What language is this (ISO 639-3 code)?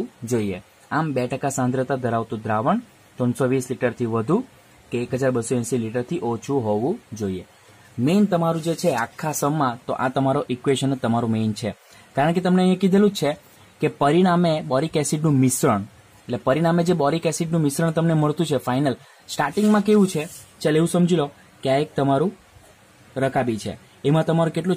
guj